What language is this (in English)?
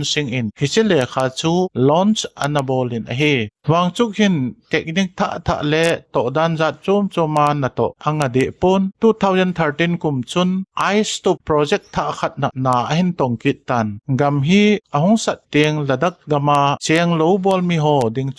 Thado Chin